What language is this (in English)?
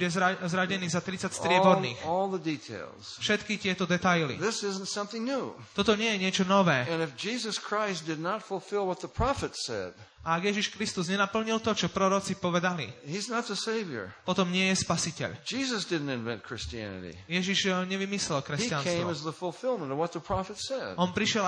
Slovak